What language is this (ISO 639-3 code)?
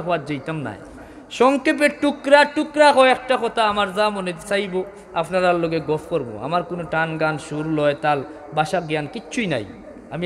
syl